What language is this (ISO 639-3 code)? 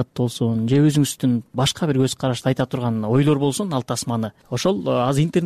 kir